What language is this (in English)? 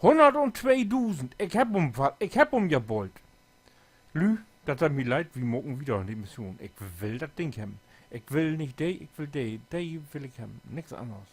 Low German